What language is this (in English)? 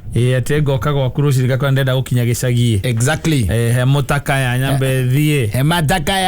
Kikuyu